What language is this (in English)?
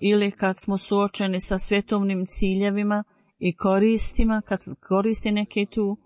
Bosnian